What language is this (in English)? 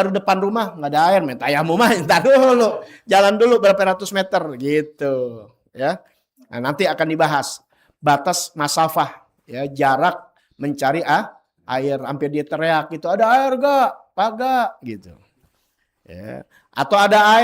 Betawi